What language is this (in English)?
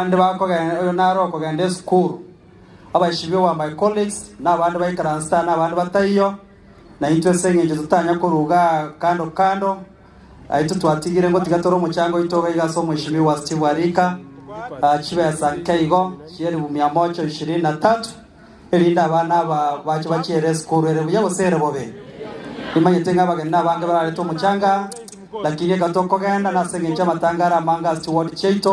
Gusii